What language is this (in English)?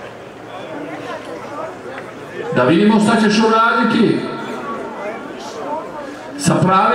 Bosnian